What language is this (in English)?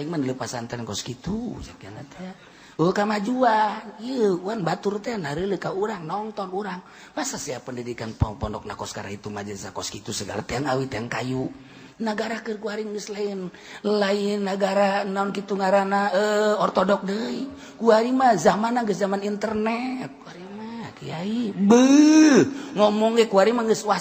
Sundanese